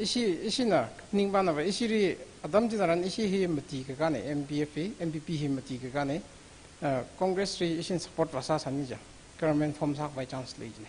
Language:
Tangkhul Naga (India)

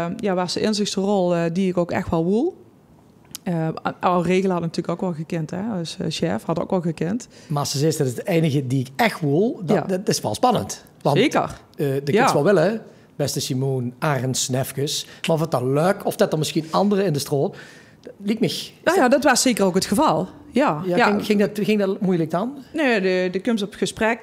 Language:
Limburgish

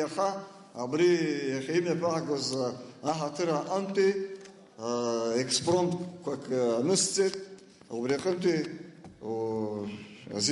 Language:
Abkhazian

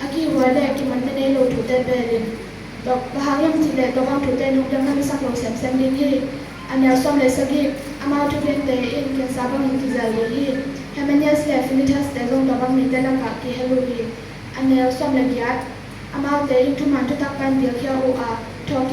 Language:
Tedim Chin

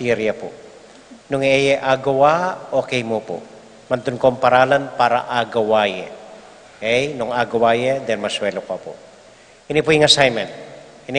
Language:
Pampanga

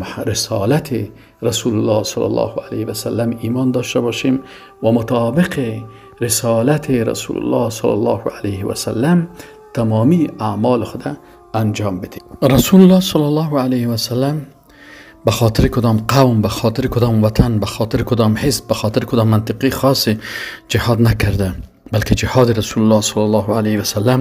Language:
Persian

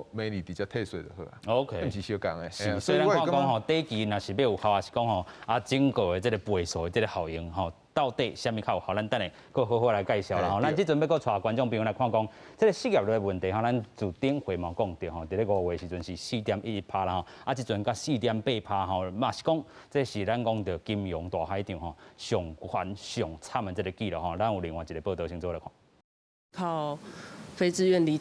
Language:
Min Nan Chinese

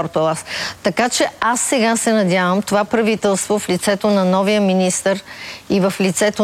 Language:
Bulgarian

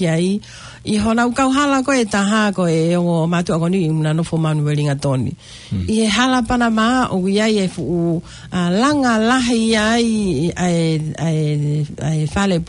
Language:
Tongan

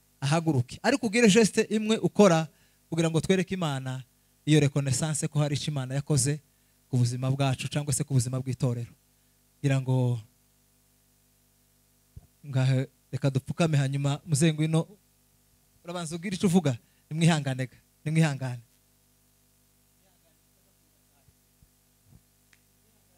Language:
Kinyarwanda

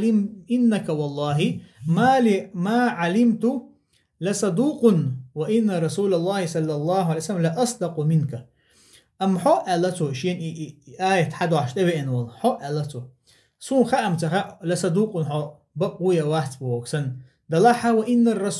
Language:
Chechen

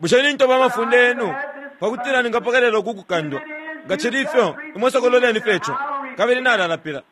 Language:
Bemba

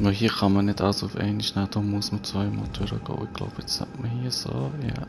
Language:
Swiss German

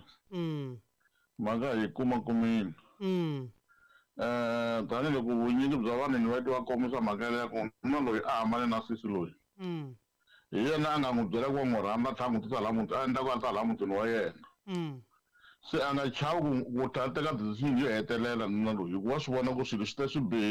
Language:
Tsonga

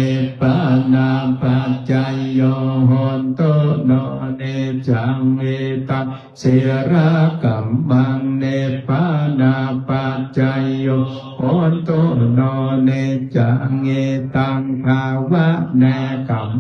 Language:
Pali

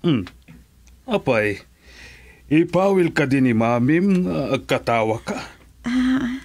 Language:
Iloko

